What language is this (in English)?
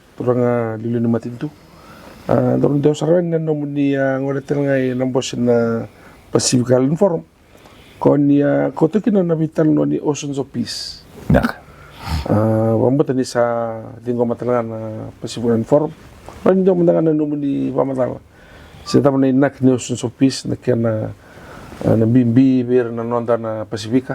Fijian